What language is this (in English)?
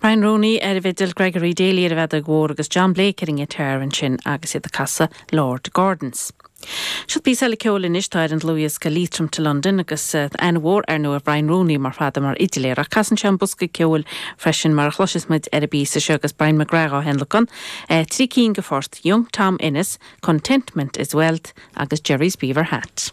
Irish